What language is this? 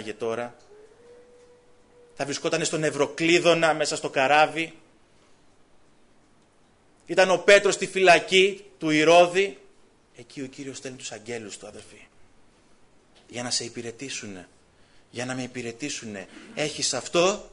Greek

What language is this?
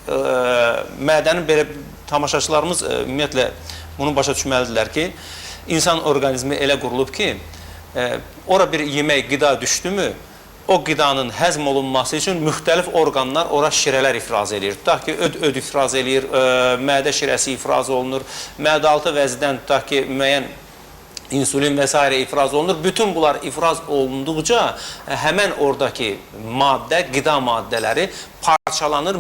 Azerbaijani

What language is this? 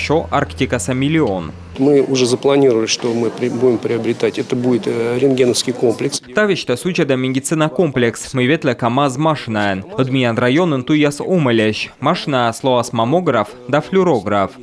Komi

